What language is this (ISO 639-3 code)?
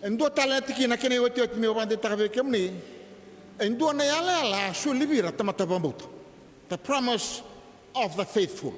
fij